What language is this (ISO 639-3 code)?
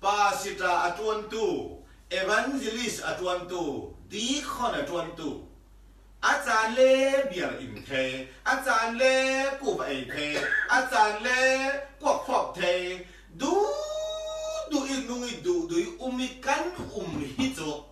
cfm